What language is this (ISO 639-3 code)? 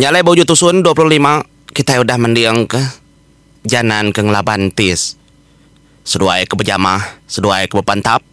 iba